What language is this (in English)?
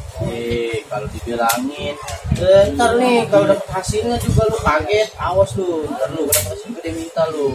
Betawi